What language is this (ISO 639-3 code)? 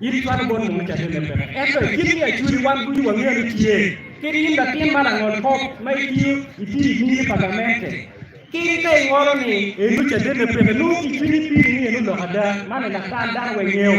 ach